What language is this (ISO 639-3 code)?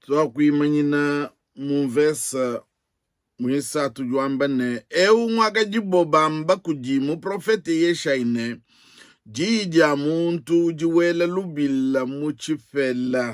lua